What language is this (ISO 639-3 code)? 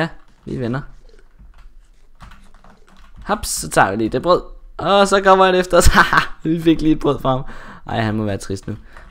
dan